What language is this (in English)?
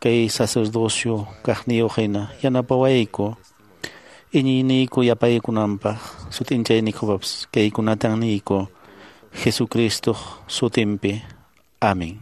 Quechua